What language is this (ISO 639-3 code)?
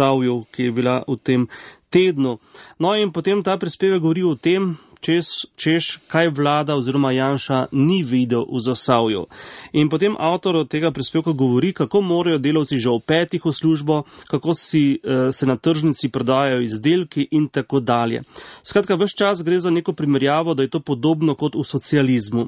slv